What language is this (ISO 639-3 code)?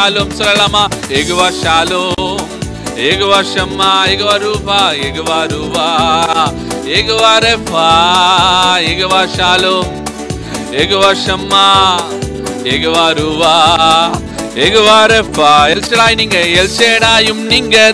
tam